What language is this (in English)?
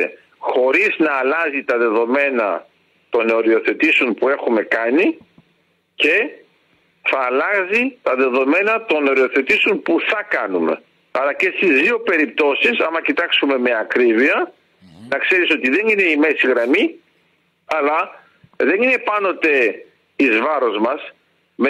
Greek